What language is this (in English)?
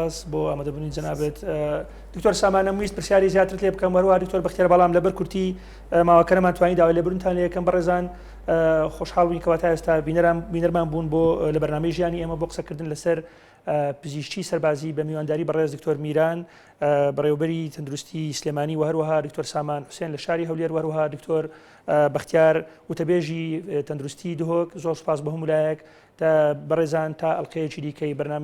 Central Kurdish